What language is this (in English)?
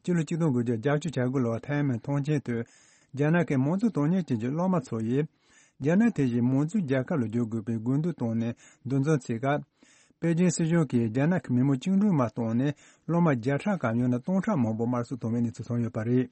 Tibetan